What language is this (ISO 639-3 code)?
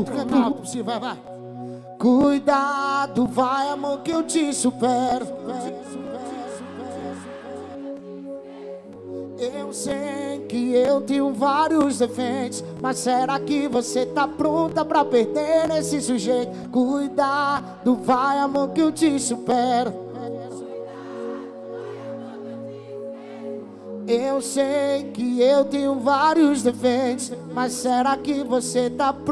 por